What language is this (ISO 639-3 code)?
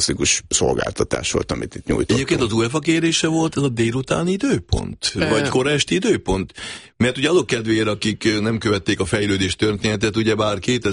hun